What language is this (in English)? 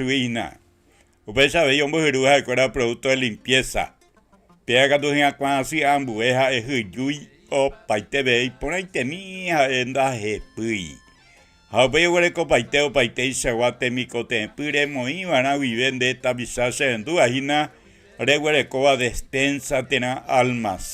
Guarani